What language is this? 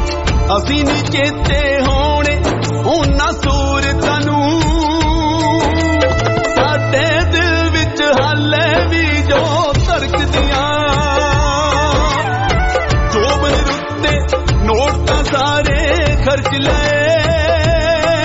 Punjabi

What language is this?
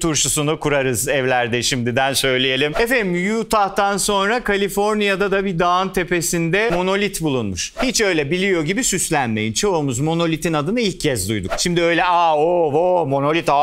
Turkish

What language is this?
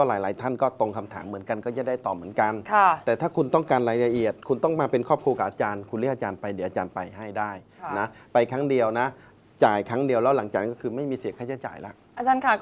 Thai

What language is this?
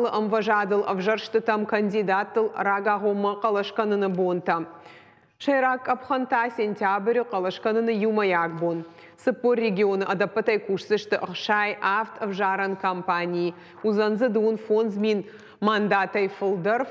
Ossetic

